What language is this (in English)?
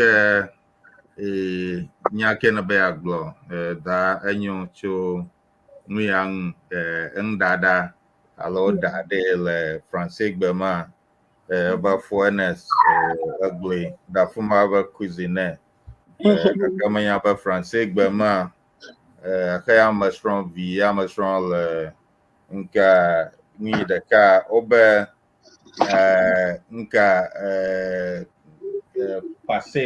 Ewe